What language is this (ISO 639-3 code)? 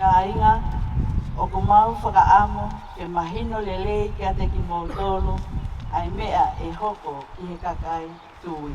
ton